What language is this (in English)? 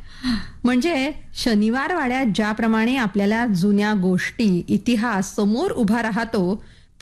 Marathi